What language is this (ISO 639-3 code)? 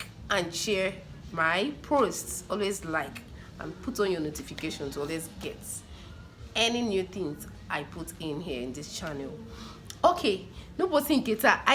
ibo